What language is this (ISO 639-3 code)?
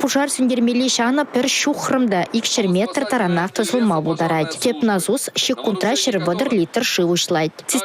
chv